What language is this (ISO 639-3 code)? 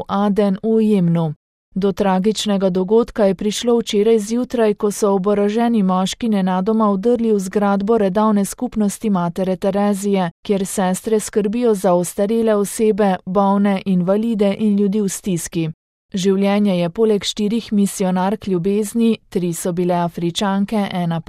slv